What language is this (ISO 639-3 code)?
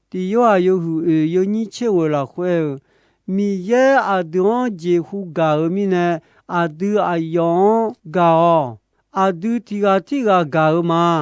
ahk